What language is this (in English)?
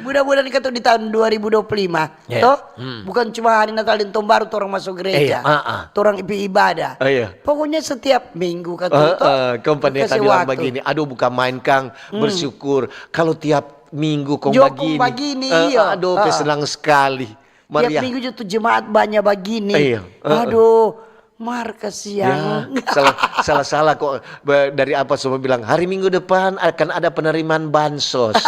Manado Malay